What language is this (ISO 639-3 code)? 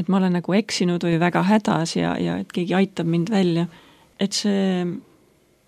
est